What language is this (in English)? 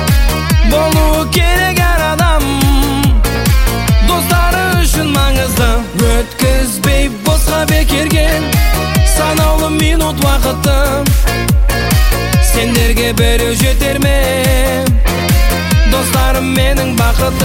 Kazakh